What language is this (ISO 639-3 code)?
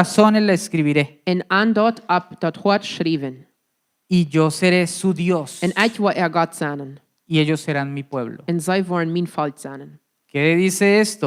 pdt